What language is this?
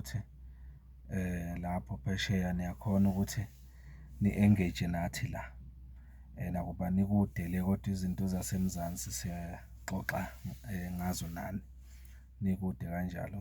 Zulu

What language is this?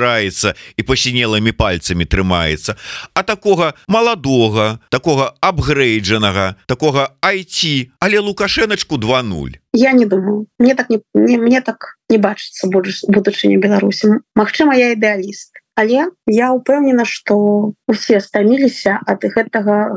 Belarusian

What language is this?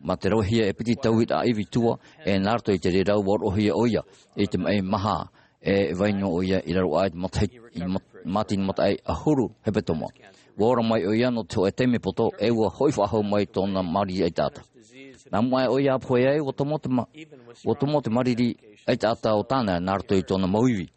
Tahitian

